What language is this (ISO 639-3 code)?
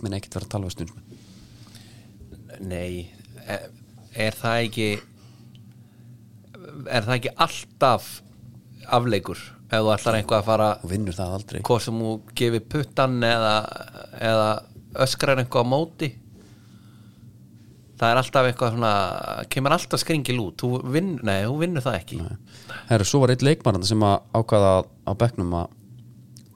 isl